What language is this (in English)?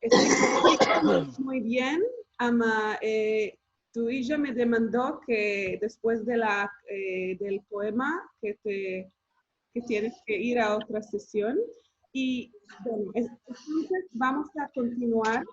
Ladino